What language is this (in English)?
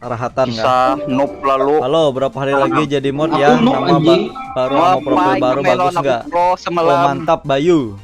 Banjar